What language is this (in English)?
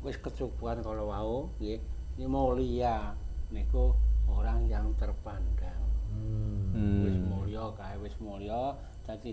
Javanese